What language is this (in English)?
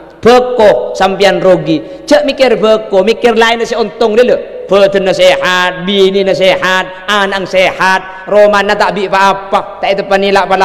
Madurese